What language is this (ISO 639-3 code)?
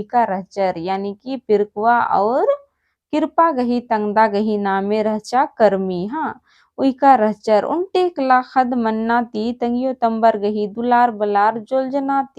kru